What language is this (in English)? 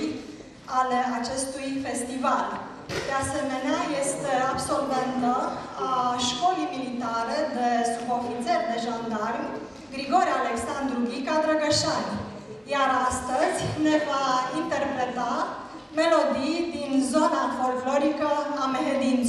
Romanian